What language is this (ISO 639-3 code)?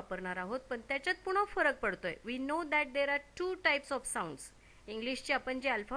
mar